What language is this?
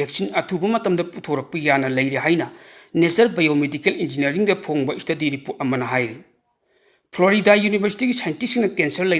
Manipuri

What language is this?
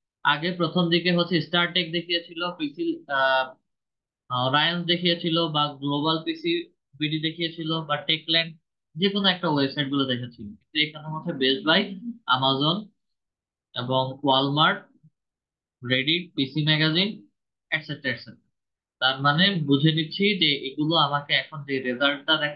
Bangla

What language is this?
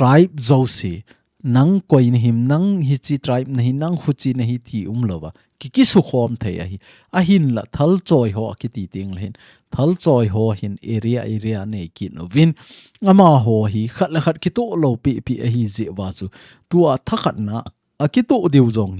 Thado Chin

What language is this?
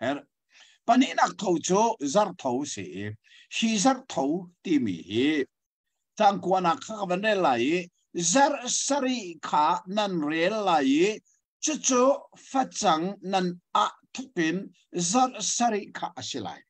Hakha Chin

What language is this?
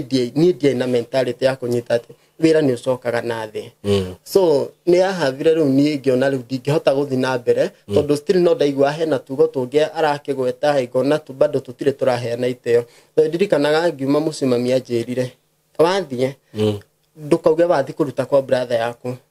Kikuyu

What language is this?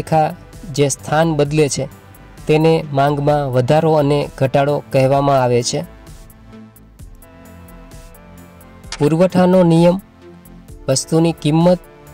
Gujarati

